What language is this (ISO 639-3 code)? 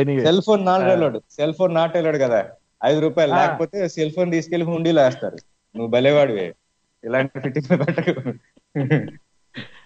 tel